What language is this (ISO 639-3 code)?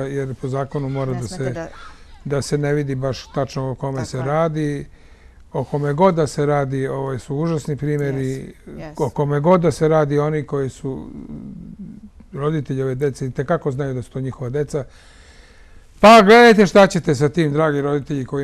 srp